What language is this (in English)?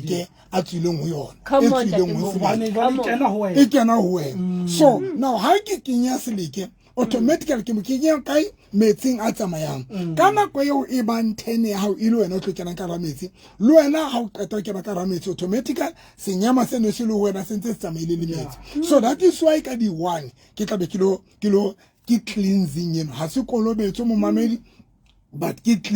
Southern Sotho